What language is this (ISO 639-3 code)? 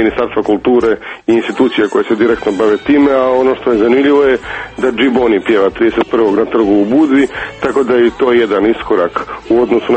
srp